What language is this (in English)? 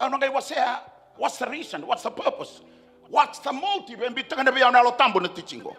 Fijian